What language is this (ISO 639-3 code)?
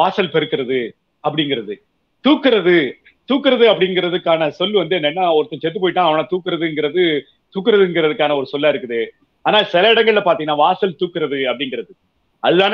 tam